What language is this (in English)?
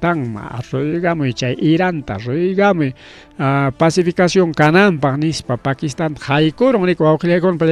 Ayacucho Quechua